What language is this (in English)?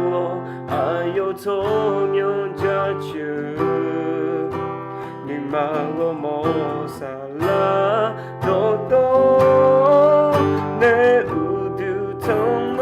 Akha